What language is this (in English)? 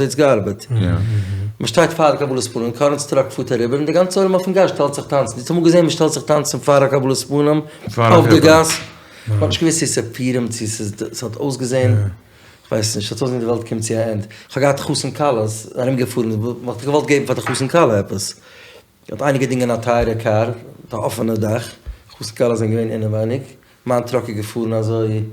Yiddish